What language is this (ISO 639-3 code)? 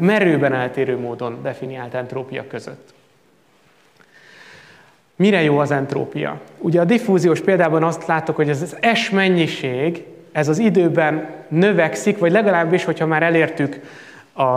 hun